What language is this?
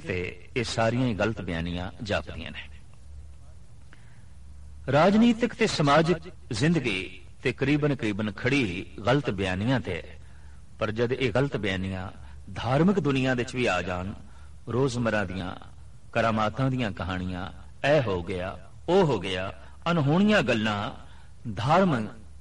Punjabi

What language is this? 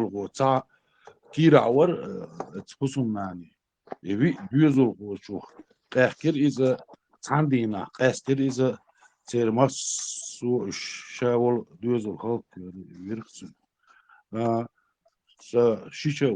Chechen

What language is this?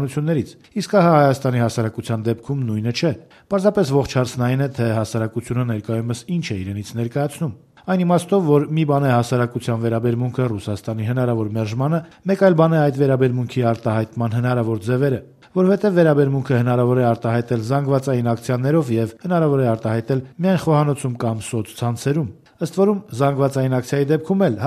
Armenian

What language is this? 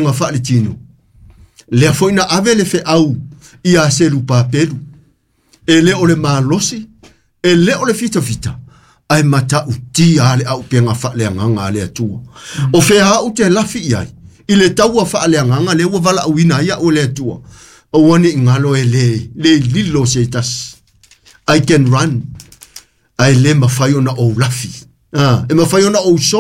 Samoan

